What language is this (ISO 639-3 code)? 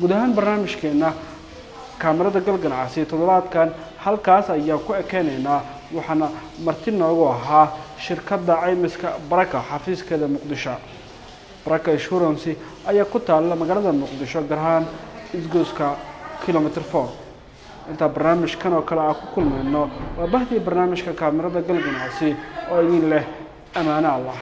som